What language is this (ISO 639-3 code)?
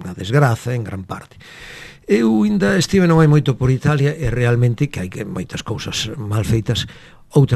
glg